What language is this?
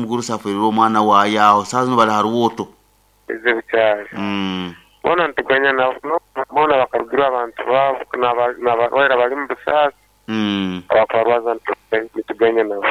Nyoro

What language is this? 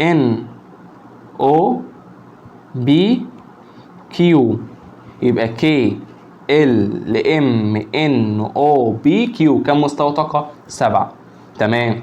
Egyptian Arabic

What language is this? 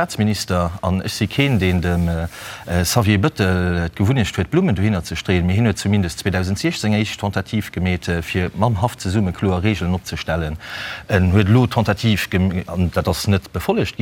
Luxembourgish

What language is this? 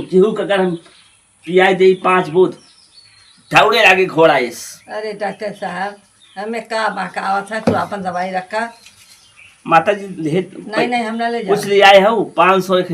Awadhi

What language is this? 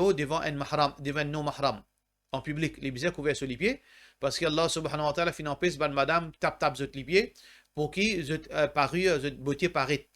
Morisyen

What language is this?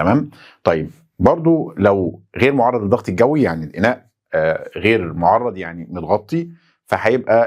Egyptian Arabic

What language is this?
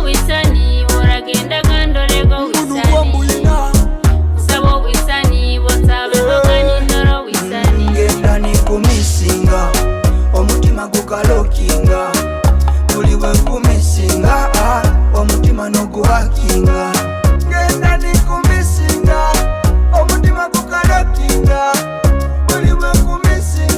Nyoro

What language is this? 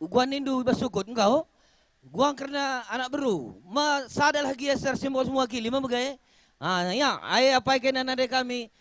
Batak Karo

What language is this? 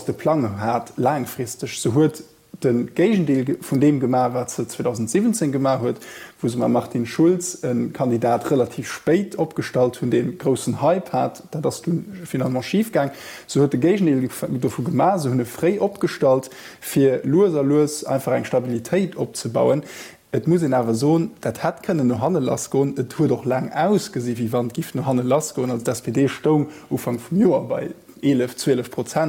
Luxembourgish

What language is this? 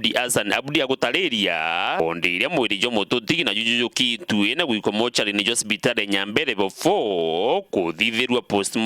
Meru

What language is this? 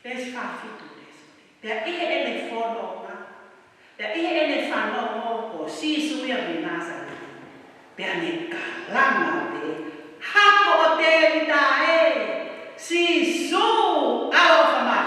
Tongan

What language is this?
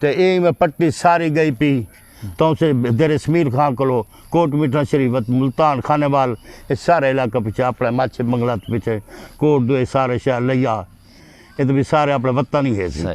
Saraiki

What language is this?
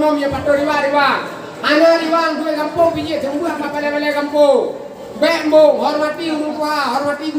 Achinese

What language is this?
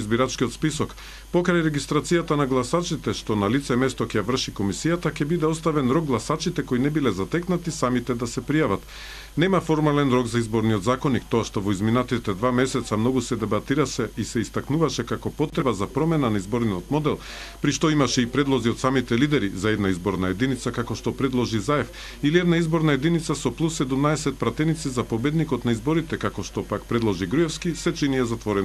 Macedonian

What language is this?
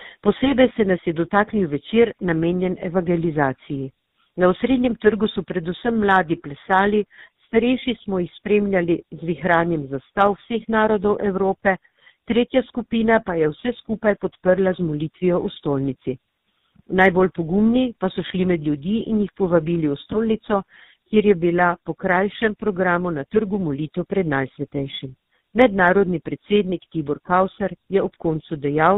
Slovenian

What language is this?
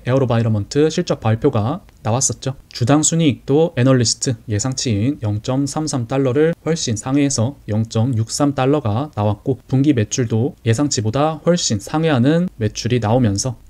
Korean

